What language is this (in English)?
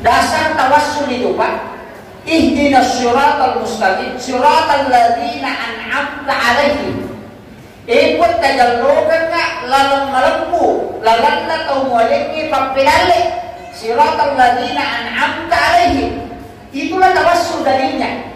Buginese